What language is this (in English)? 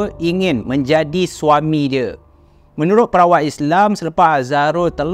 Malay